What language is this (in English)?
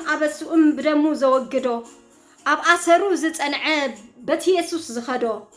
Tigrinya